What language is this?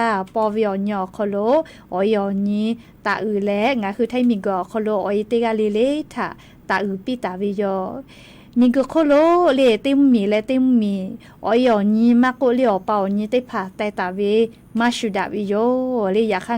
Lahu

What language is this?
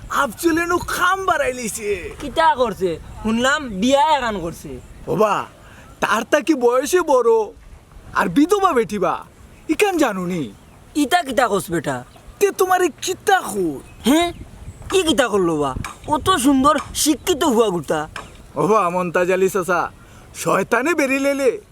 Sylheti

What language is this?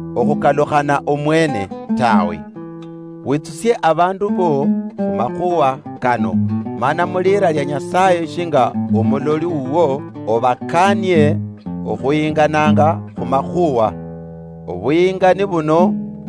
Luyia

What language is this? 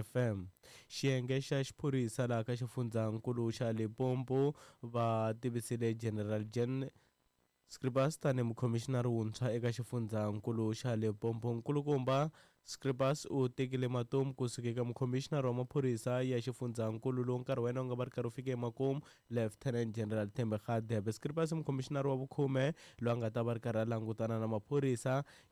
Tsonga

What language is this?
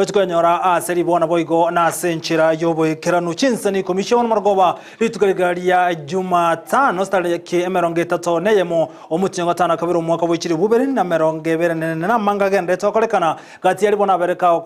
Gusii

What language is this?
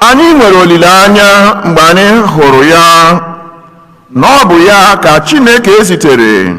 Igbo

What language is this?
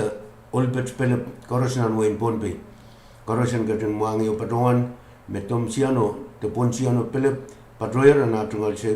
Pohnpeian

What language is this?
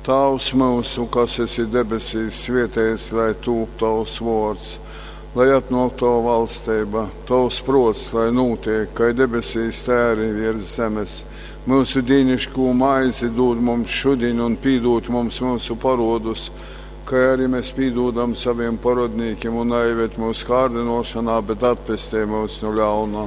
Latgalian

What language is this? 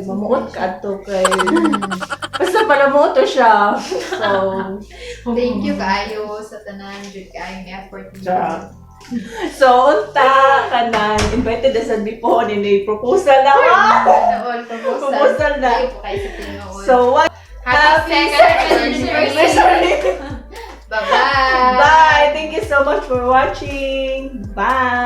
Cebuano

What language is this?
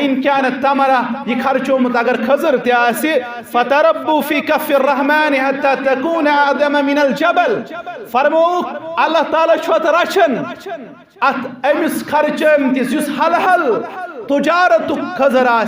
Kashmiri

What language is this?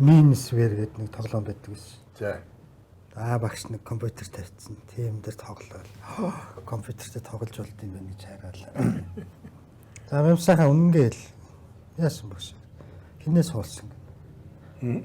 Mongolian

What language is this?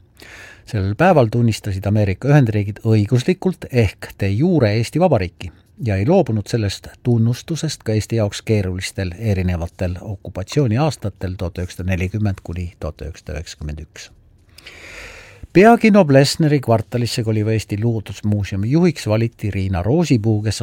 Estonian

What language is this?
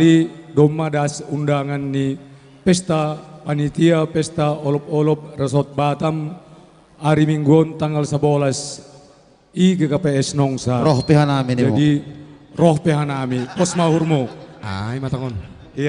Batak Simalungun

